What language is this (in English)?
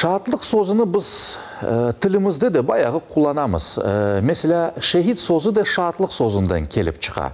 Crimean Tatar